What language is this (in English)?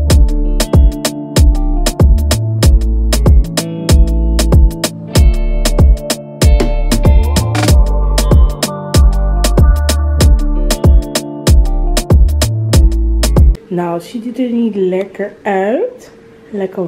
Dutch